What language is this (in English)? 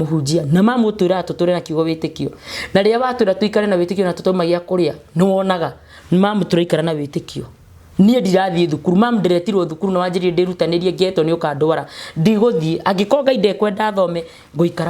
Kikuyu